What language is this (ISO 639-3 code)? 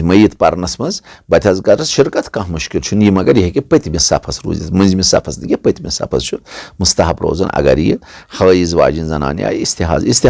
kas